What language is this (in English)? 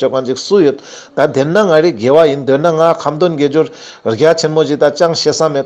Ladakhi